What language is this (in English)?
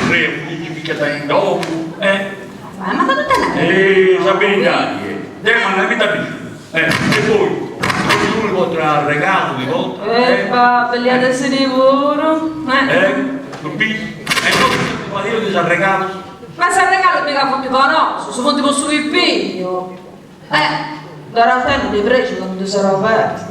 Sardinian